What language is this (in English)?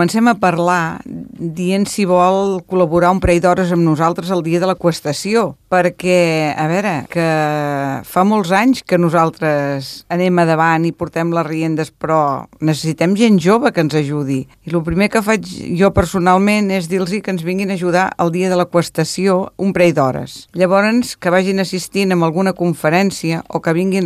Catalan